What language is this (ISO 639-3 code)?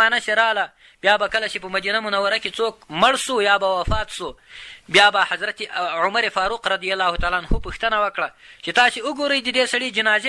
pus